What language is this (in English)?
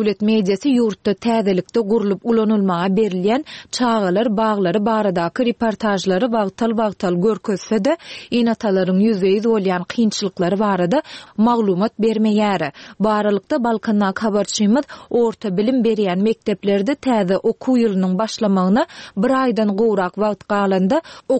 Turkmen